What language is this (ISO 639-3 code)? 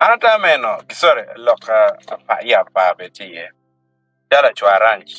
ach